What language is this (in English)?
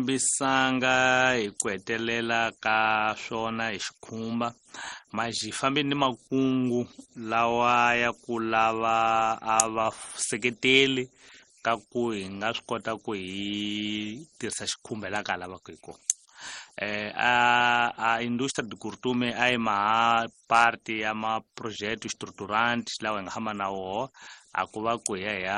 Tsonga